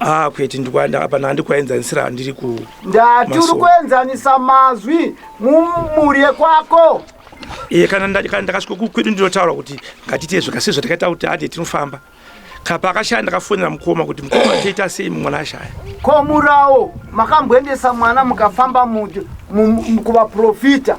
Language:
Shona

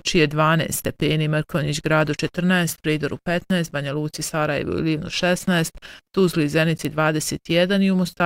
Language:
Bosnian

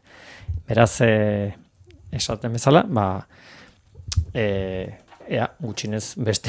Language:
Basque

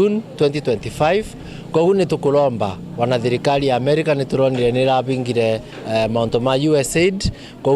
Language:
Meru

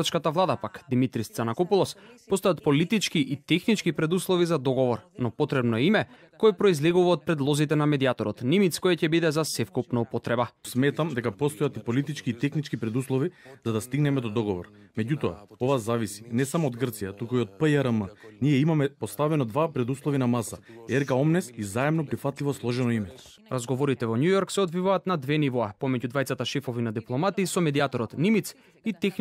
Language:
Macedonian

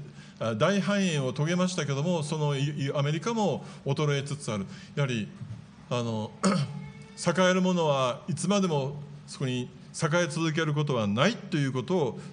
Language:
Japanese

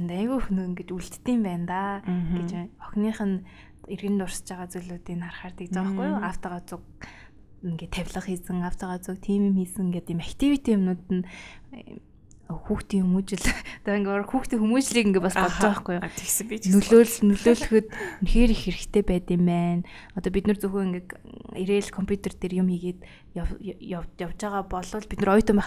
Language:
Mongolian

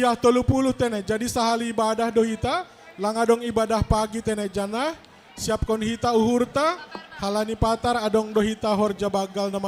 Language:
Batak Simalungun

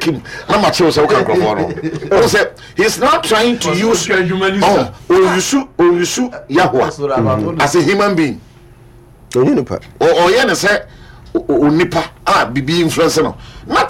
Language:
Akan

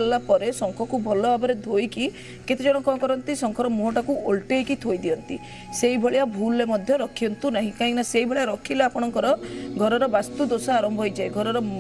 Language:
Odia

